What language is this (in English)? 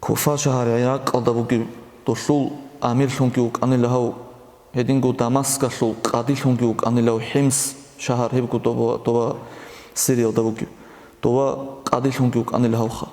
Avaric